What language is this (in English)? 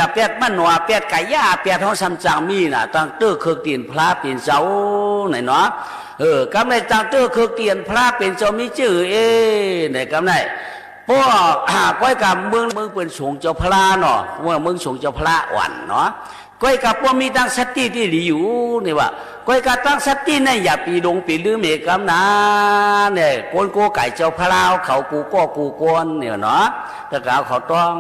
Shan